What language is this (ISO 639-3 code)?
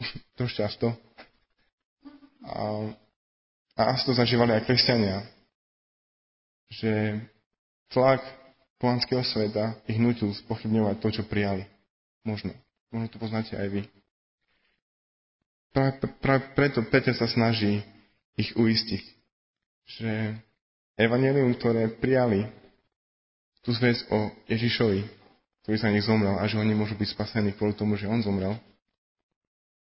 slk